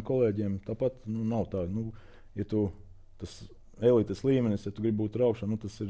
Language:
Latvian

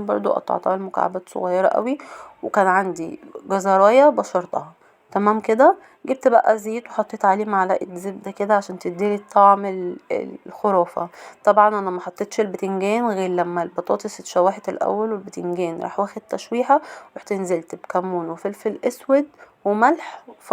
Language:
Egyptian Arabic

